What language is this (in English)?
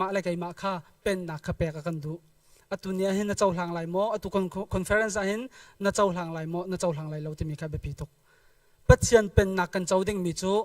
Hakha Chin